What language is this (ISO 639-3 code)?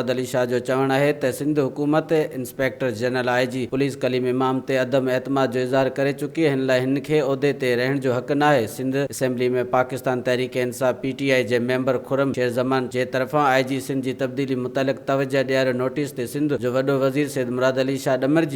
snd